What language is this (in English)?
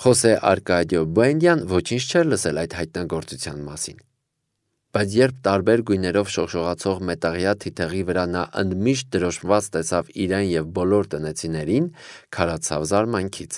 Armenian